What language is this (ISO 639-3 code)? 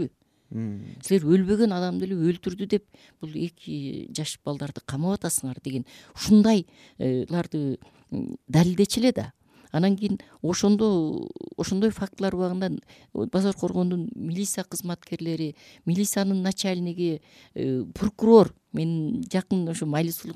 kir